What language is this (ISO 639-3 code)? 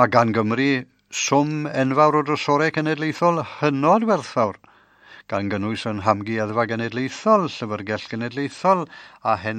cym